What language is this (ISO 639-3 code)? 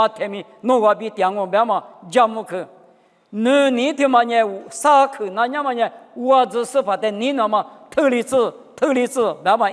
lis